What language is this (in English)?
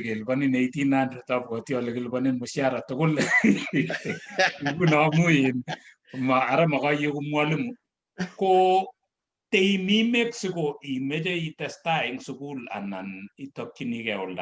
Kalenjin